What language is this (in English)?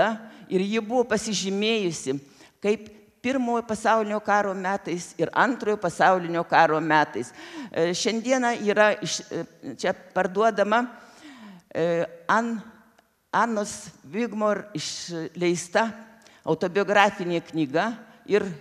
Lithuanian